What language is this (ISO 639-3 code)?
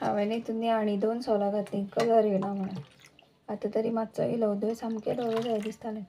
kok